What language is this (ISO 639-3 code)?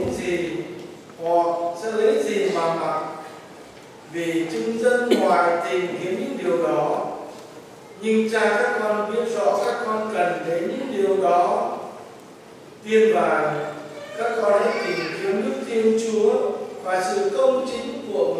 vie